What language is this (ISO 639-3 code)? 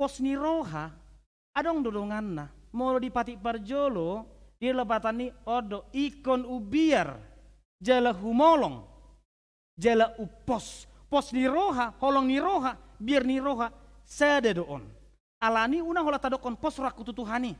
bbc